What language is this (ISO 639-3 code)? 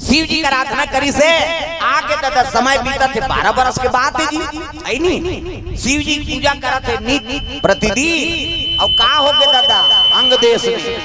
hne